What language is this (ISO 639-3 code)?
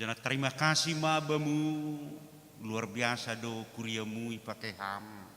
bts